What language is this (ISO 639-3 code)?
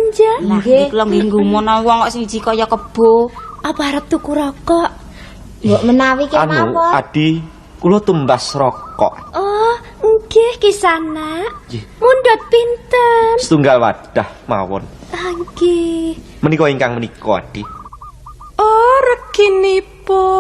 jav